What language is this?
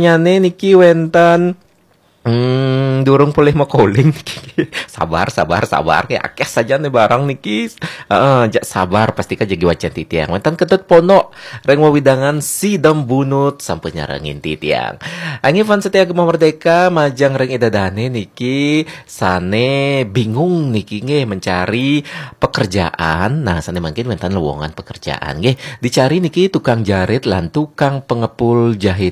Balinese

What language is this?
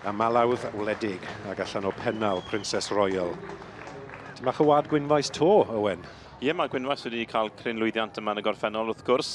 Welsh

